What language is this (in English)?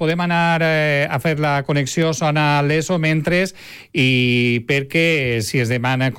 Catalan